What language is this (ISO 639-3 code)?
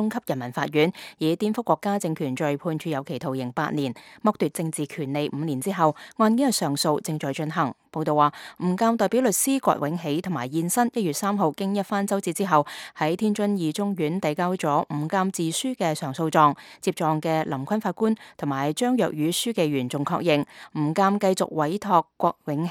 yue